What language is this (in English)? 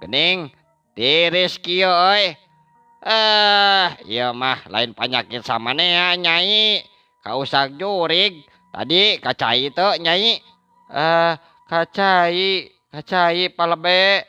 Sundanese